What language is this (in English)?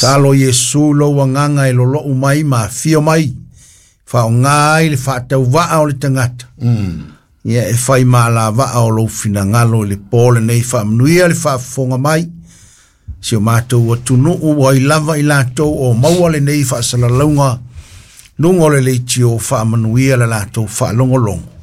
Samoan